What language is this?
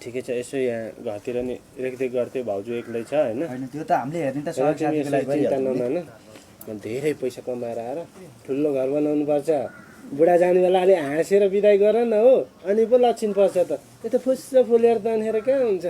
Nepali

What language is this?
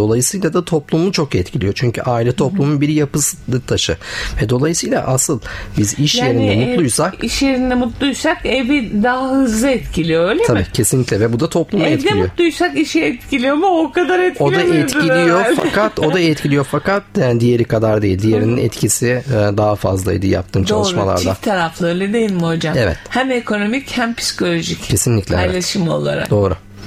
Turkish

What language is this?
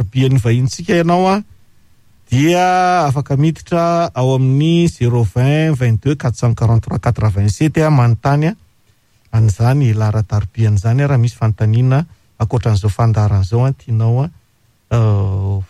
Malagasy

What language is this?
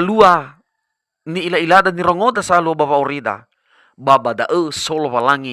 Nias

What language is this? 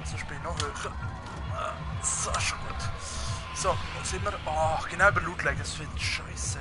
Swiss German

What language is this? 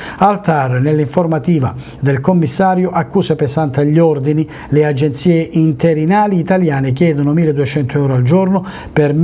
Italian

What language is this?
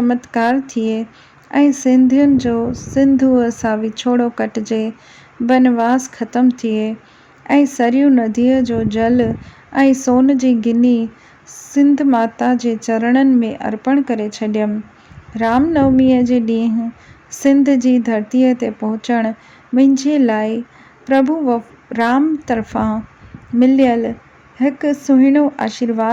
Sindhi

